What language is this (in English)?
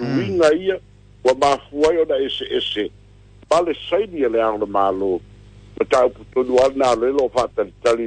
Samoan